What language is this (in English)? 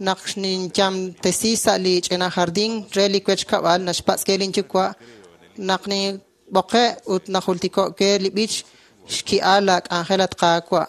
Kekchí